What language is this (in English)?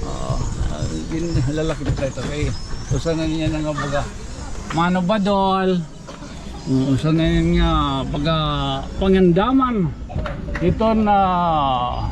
Waray